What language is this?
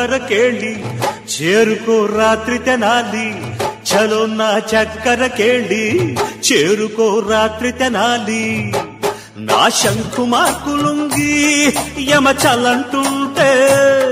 Telugu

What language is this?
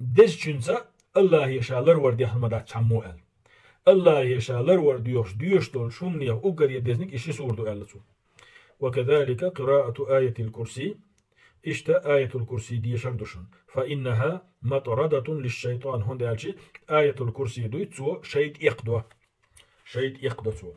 Chechen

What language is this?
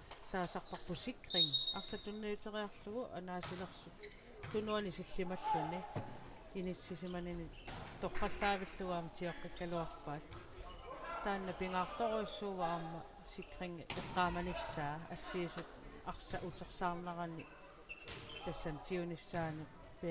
Kalaallisut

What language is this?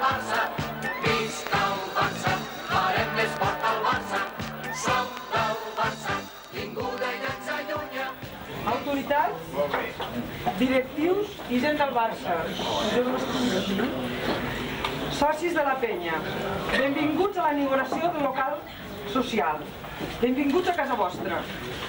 Catalan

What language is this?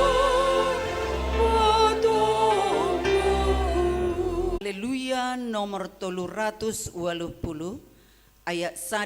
Batak Simalungun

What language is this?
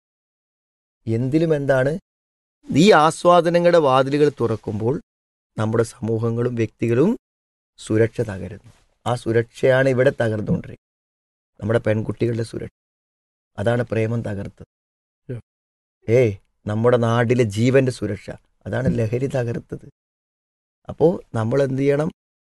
Malayalam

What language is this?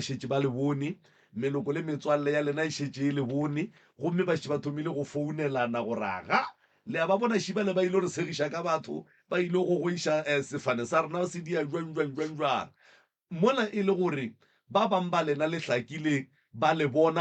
Northern Sotho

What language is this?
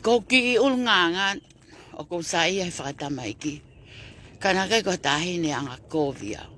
Tongan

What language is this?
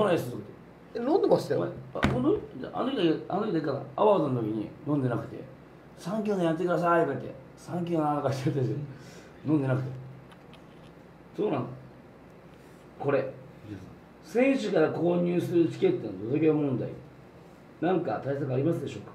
Japanese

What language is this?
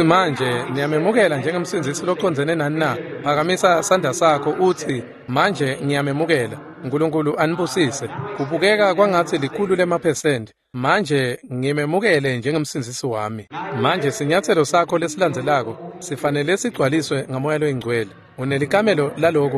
Swati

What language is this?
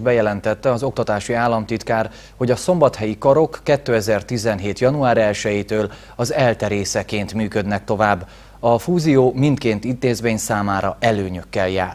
Hungarian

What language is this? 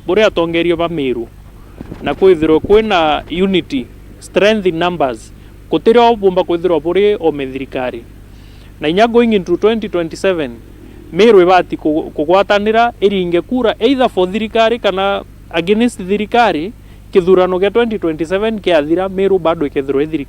Meru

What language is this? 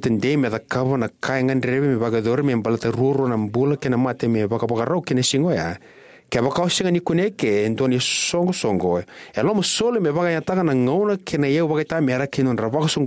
Fijian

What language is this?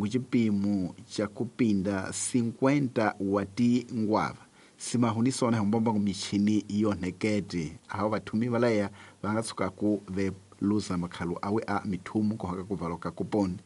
Tsonga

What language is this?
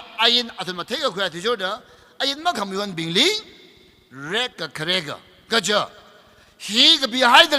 Tangkhul Naga (India)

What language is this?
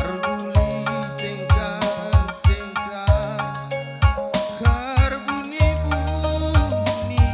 Batak Karo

